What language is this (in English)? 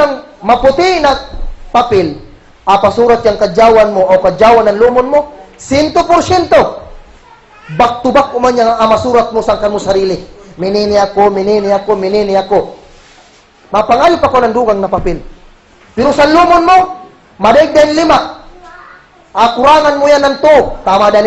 Kagan Kalagan